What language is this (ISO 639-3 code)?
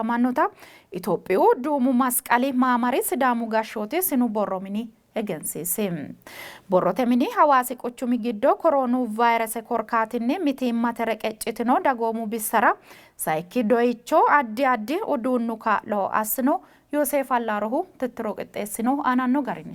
sid